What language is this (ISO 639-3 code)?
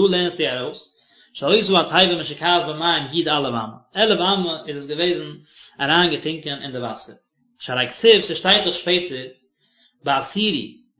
yid